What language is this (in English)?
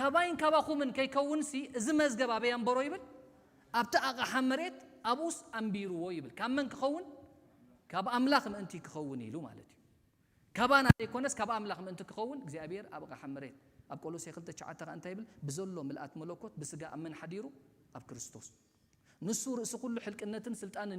Tigrinya